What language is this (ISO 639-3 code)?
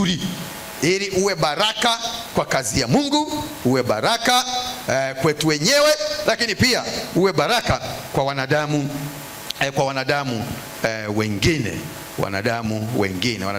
swa